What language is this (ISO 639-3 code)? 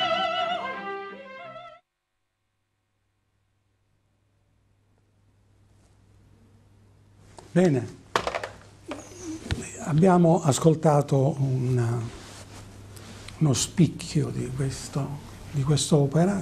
ita